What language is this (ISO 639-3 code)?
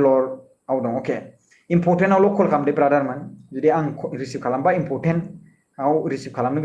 brx